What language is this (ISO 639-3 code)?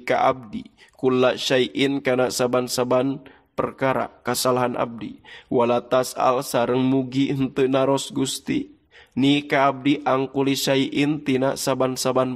sun